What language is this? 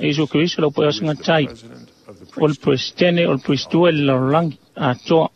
Samoan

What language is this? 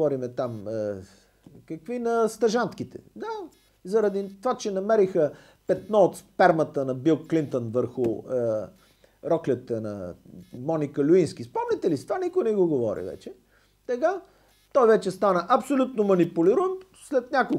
Bulgarian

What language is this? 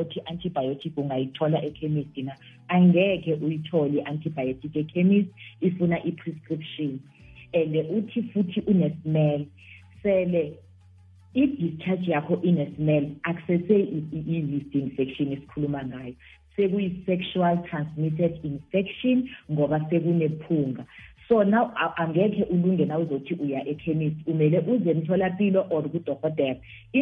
South Ndebele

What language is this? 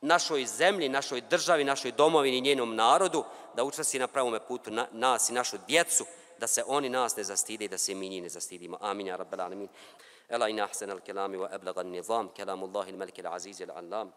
Bosnian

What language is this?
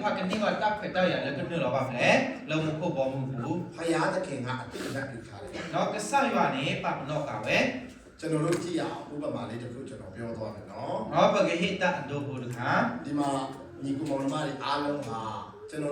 S'gaw Karen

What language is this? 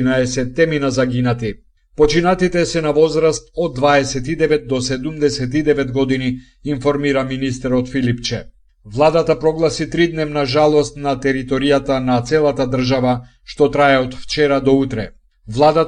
Macedonian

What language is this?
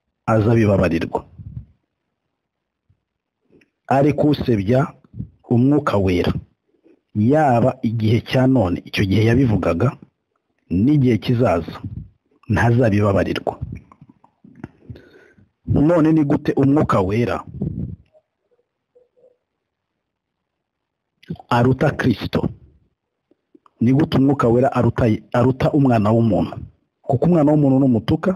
Kinyarwanda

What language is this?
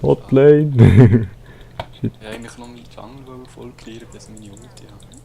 Swiss German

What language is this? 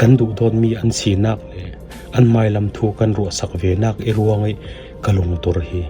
Falam Chin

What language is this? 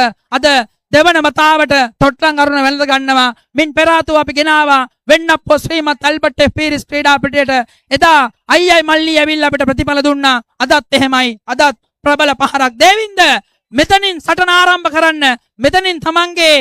Sinhala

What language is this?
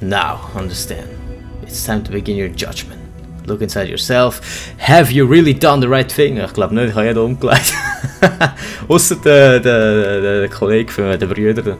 Swiss German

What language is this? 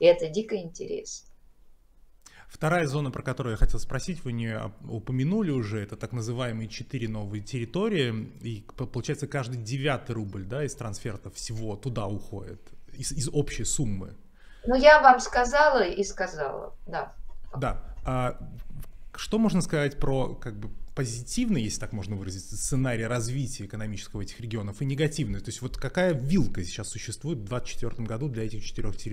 Russian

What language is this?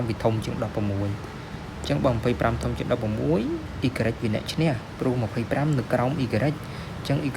Khmer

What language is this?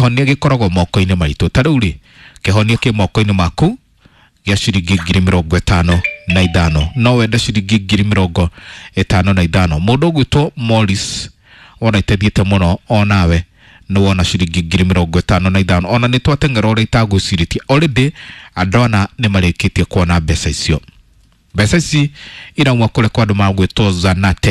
Kikuyu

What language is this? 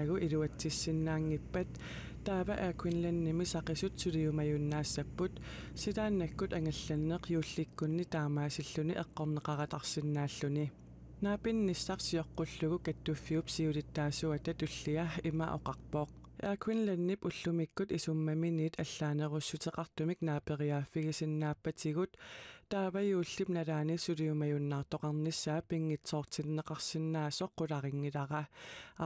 Kalaallisut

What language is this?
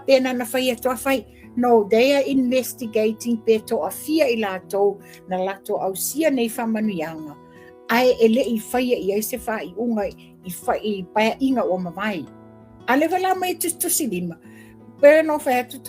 Samoan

